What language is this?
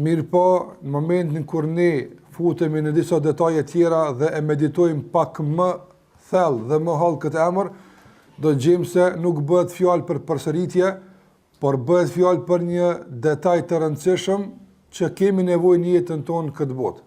Albanian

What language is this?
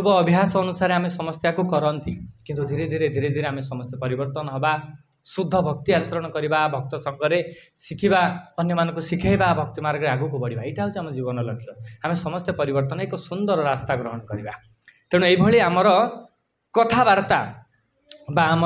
Odia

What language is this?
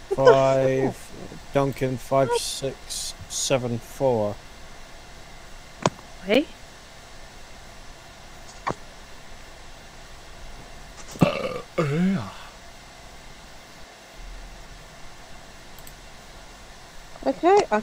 English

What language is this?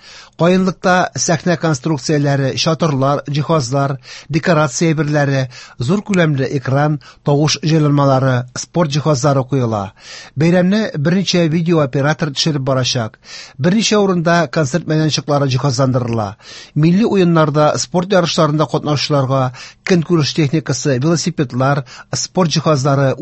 Tatar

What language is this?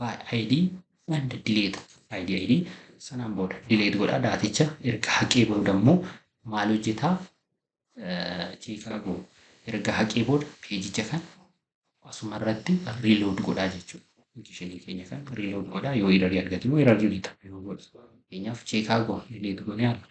Oromo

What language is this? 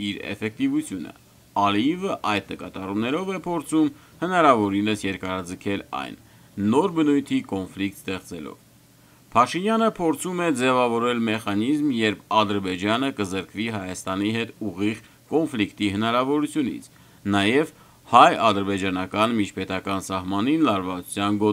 Armenian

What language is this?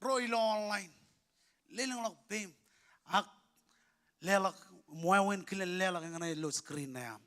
Marshallese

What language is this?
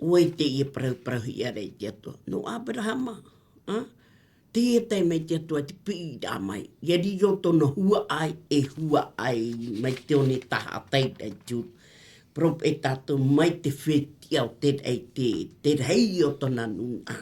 Tahitian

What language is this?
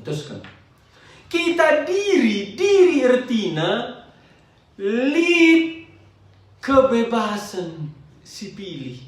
Batak Karo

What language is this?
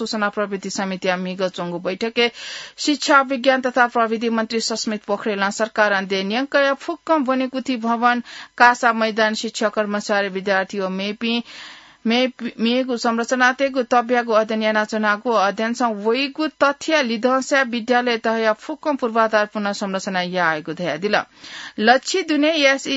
Newari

